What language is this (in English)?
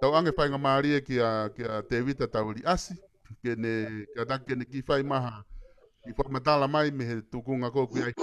Tongan